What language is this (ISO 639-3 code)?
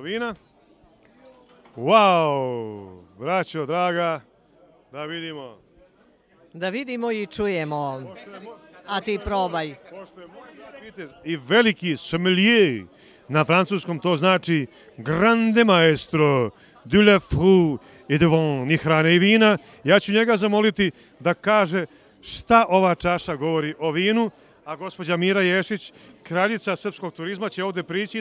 srp